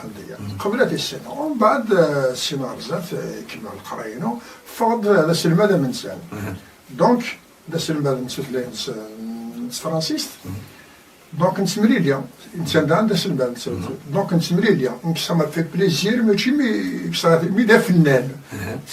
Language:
Kabyle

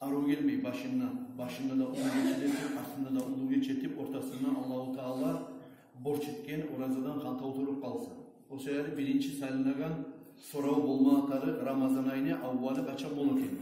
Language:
Kumyk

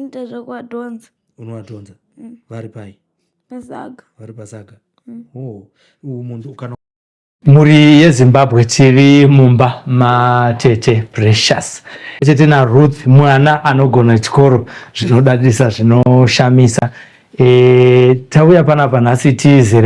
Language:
Shona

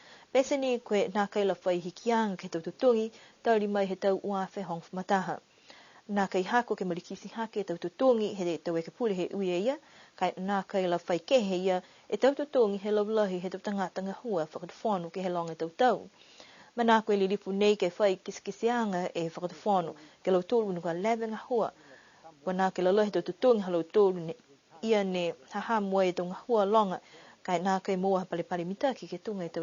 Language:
Niuean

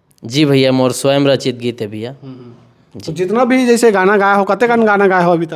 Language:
Chhattisgarhi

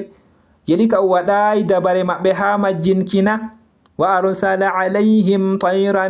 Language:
Fula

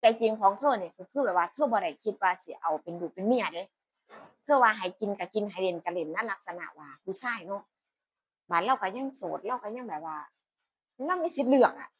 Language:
Northeastern Thai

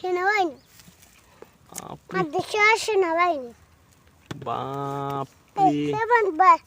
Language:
Sylheti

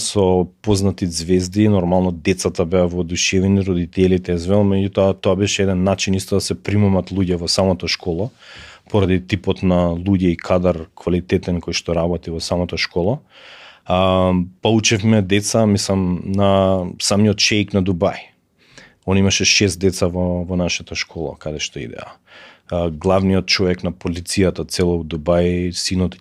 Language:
Macedonian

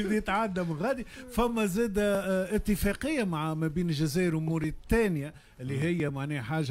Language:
Tunisian Arabic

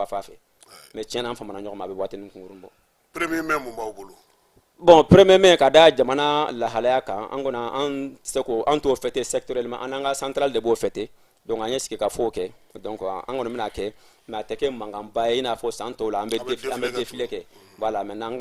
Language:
Bambara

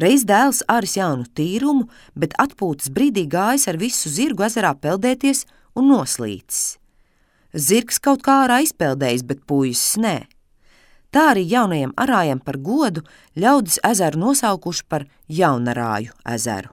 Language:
Latvian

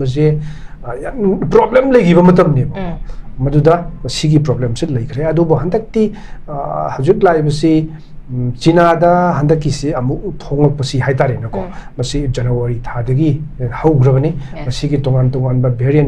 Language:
Manipuri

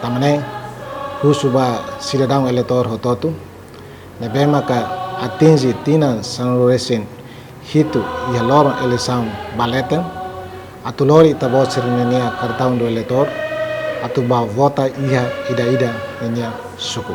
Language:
Tetum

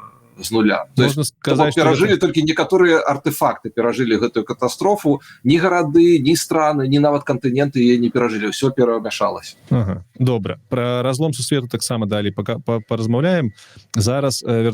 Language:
Belarusian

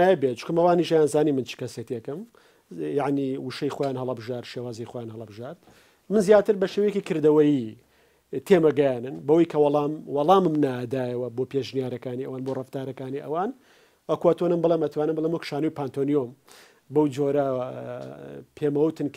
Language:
Central Kurdish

